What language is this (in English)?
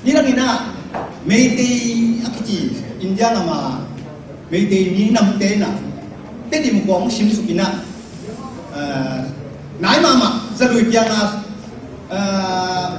Tedim Chin